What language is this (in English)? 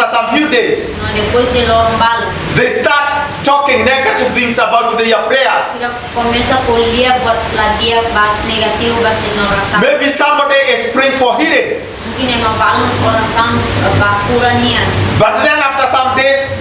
Tetum